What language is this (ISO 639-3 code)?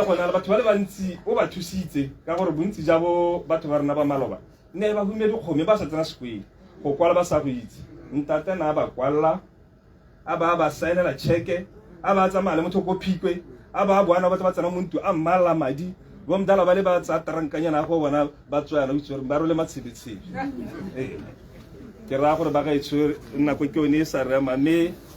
tsn